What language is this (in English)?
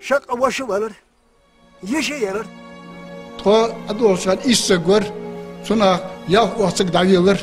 Ingush